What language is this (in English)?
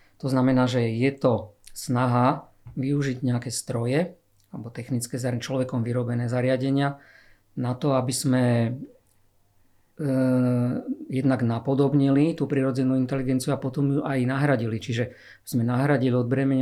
Slovak